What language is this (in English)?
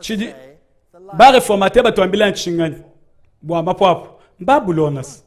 Luba-Lulua